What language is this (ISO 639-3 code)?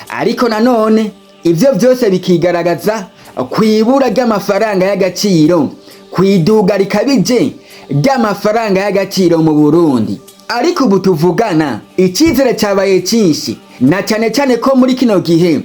run